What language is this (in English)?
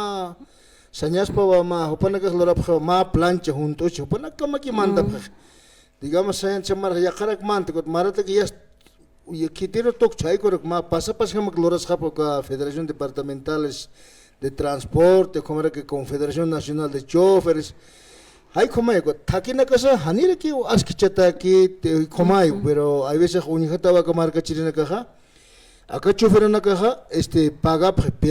Aymara